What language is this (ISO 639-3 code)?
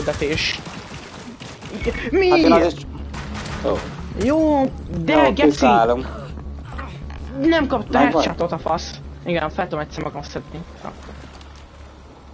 hun